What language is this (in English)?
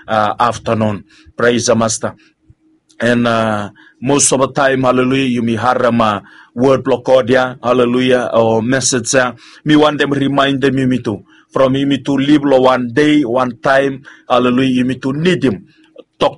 Bislama